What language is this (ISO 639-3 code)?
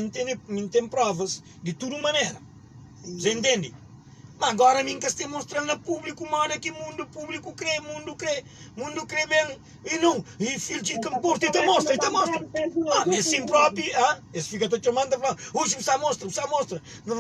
kea